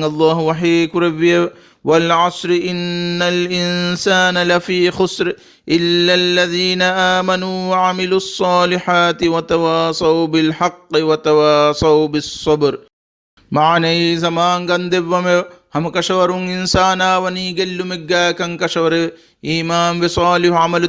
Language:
Divehi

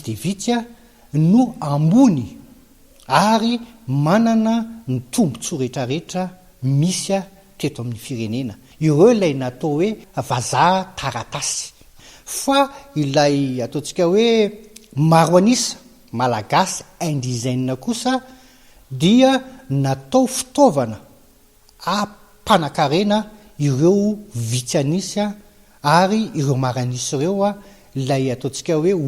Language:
Malagasy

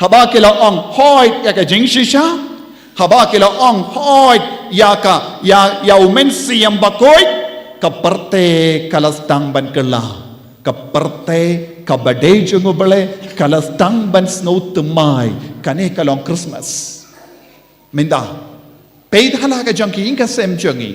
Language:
Khasi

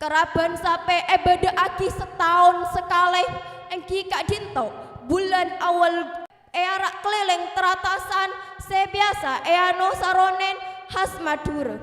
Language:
Madurese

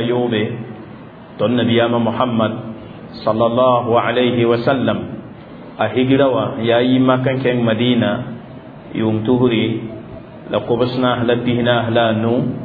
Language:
Mossi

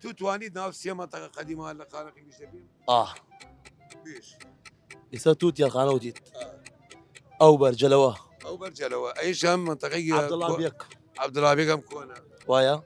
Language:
Southern Kurdish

